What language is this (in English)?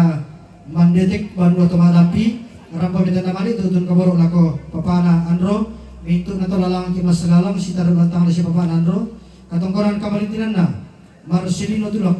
Toraja-Sa'dan